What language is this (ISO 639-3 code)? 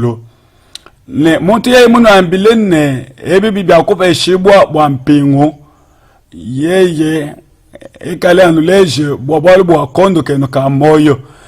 lua